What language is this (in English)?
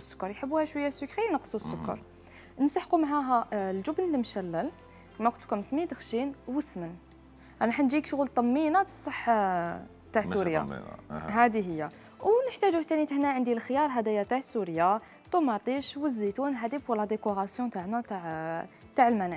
Algerian Arabic